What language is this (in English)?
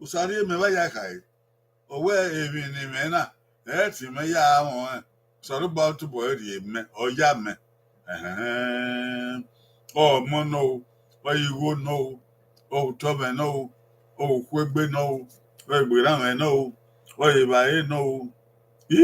Bini